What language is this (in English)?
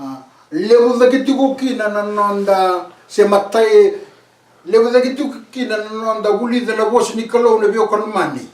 Fijian